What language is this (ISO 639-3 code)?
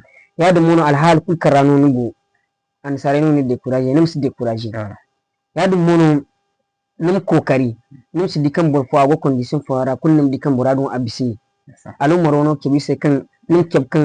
dje